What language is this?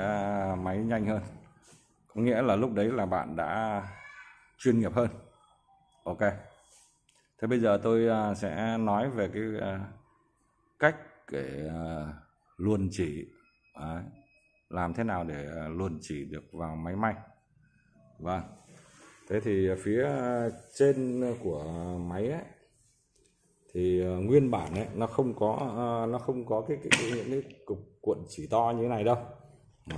Vietnamese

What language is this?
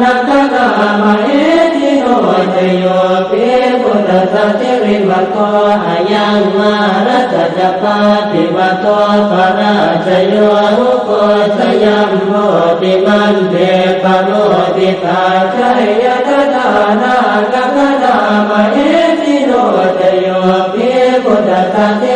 Pali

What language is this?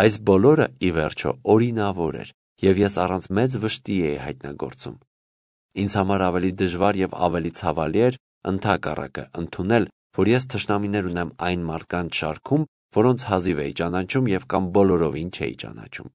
Armenian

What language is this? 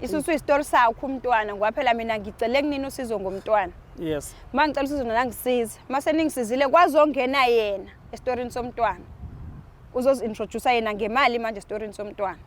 Zulu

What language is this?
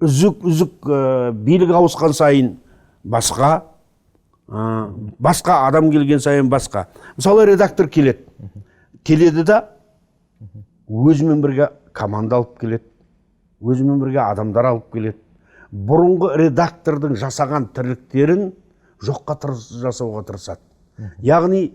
Kazakh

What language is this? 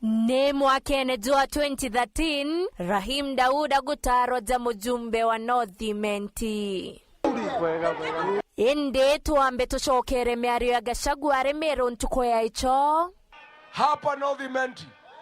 Meru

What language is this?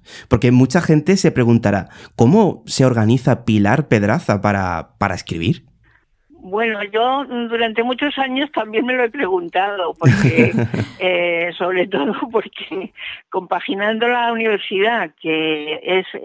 Spanish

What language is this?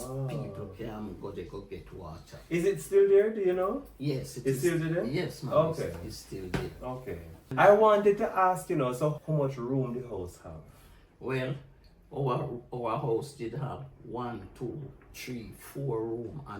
Jamaican Creole English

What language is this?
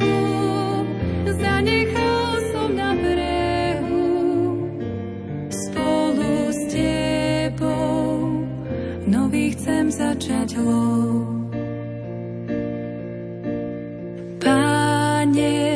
Slovak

